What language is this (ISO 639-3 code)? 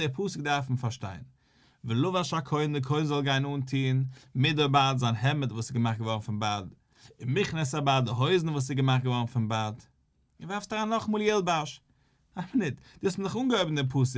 yid